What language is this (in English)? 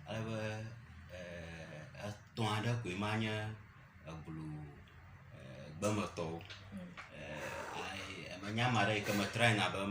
Ewe